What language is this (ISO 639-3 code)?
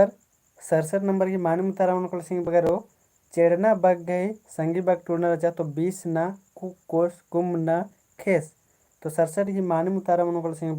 kru